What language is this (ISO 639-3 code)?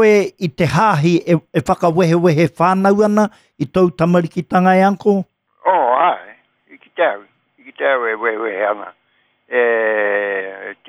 mri